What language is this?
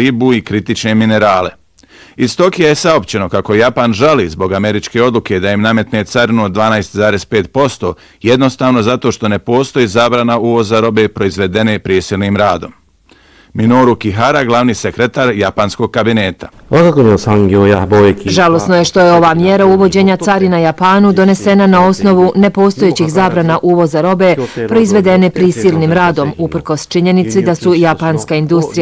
Bosnian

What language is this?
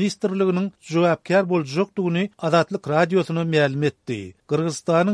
Turkmen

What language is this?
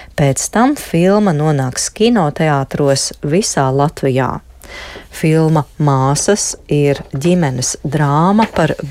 Latvian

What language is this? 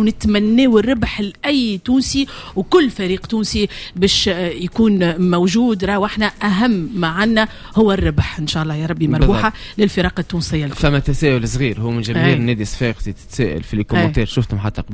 Tunisian Arabic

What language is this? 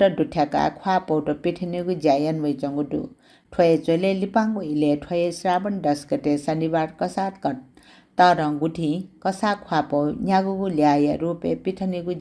Newari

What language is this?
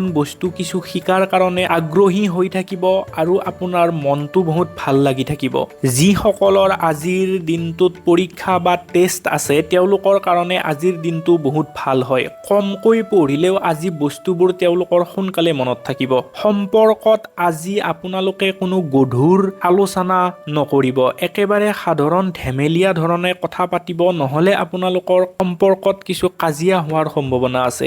Assamese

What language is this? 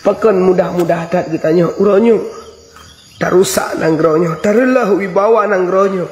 Achinese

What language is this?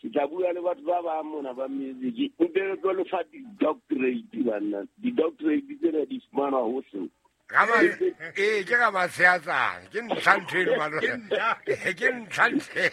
Southern Sotho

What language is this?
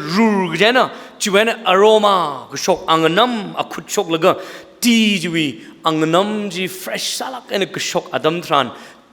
Tangkhul Naga (India)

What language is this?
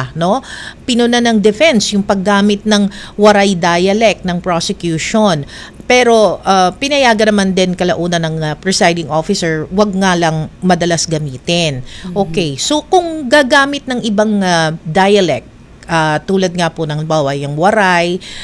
Filipino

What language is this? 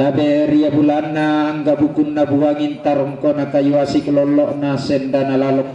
Toraja-Sa'dan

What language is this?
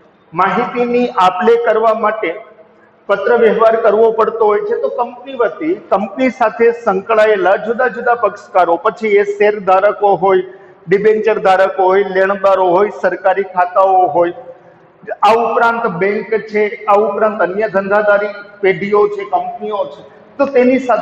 Gujarati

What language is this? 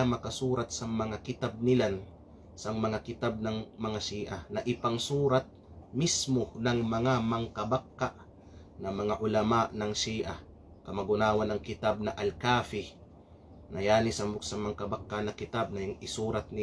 Kalagan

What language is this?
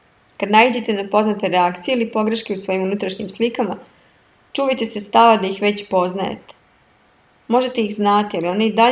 Serbian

